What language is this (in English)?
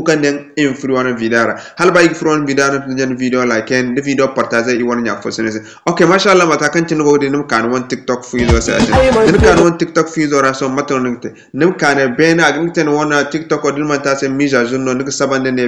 Zarma